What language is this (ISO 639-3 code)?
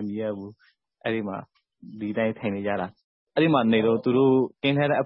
mya